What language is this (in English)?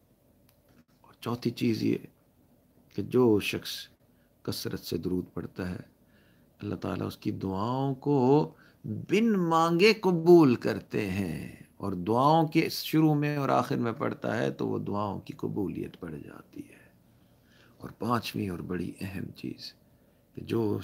Urdu